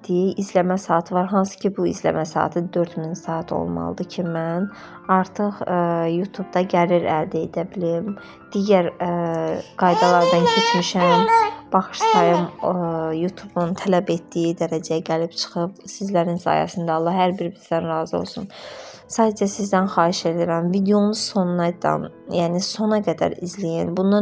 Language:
Azerbaijani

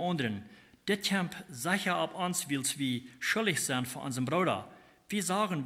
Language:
Plautdietsch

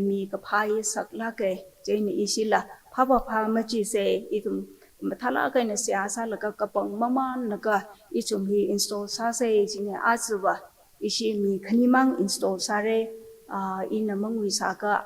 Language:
Tangkhul Naga (India)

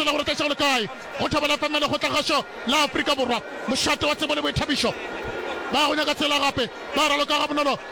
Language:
Northern Sotho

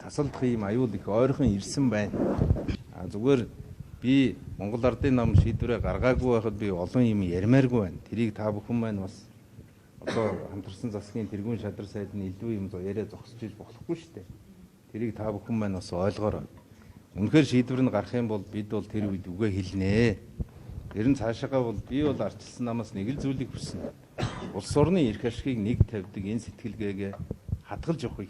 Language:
Mongolian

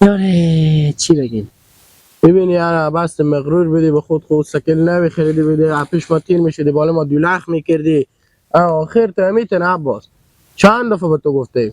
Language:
Hazaragi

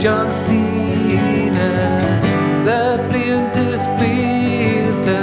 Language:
Irish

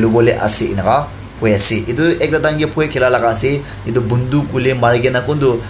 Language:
Naga Pidgin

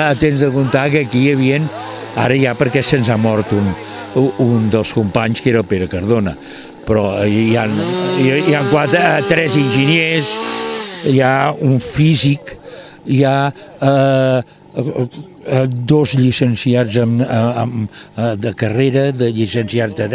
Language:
Catalan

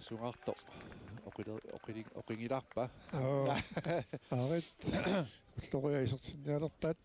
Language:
Kalaallisut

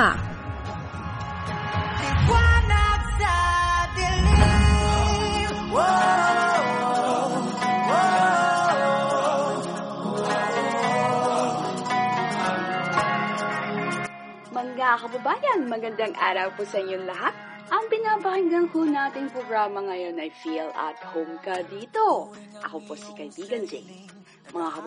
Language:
Filipino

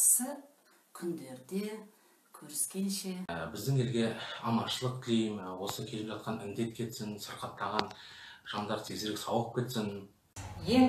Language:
Kazakh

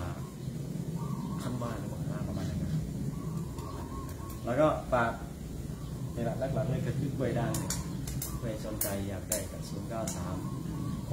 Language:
Thai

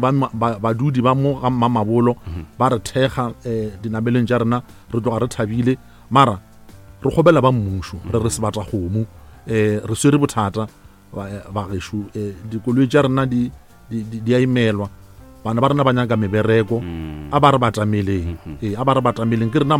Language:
Northern Sotho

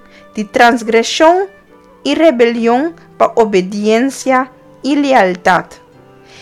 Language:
Papiamento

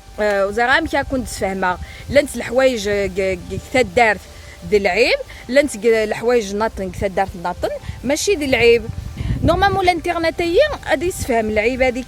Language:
Kabyle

